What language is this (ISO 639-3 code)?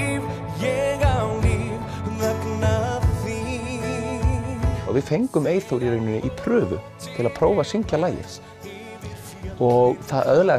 isl